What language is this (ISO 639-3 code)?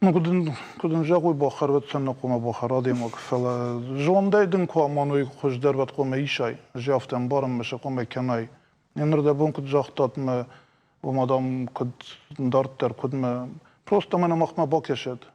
oss